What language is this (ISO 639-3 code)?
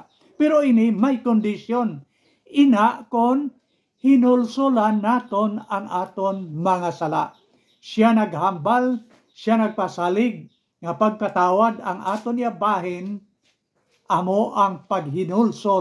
hil